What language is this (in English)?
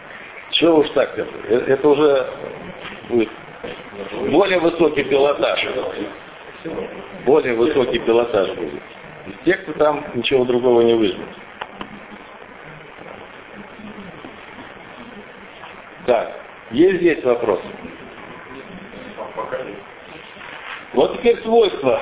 Russian